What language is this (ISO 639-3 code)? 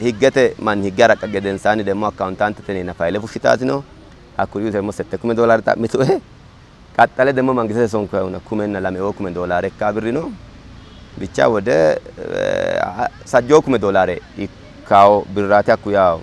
sid